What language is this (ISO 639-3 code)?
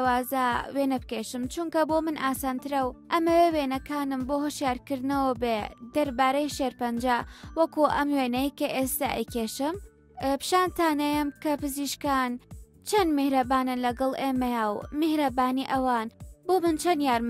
ckb